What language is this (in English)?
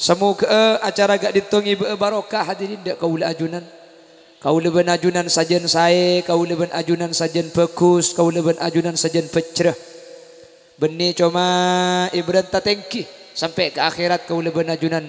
Madurese